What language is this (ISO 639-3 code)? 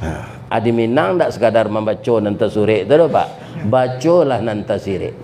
min